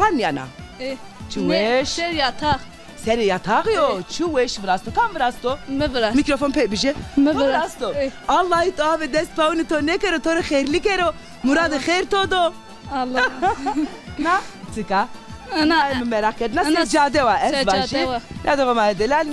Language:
Zaza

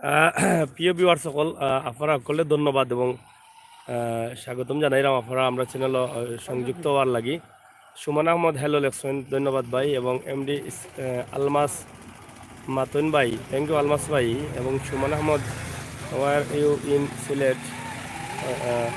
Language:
Sylheti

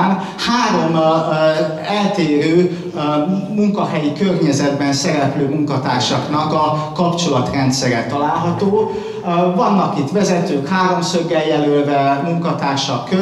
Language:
Hungarian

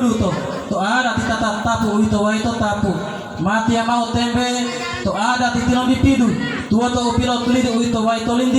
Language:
Gorontalo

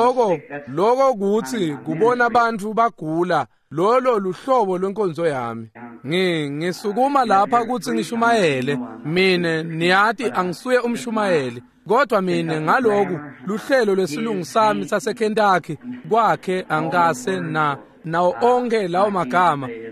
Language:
Swati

